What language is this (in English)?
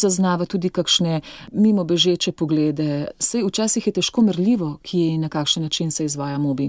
Slovenian